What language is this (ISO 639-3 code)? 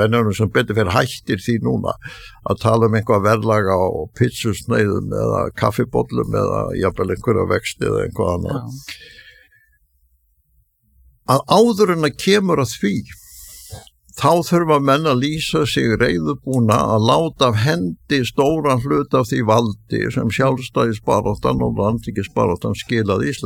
isl